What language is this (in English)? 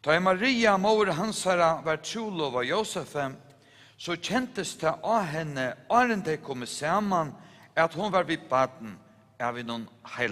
Faroese